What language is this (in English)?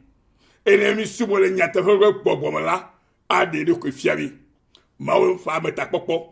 Ewe